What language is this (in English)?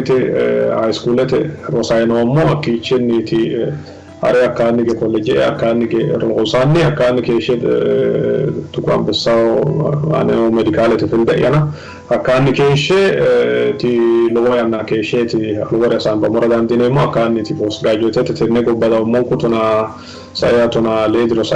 Sidamo